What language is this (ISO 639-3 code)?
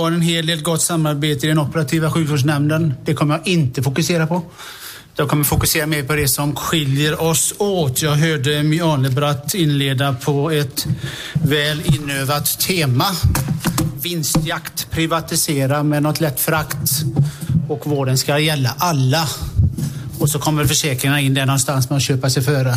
swe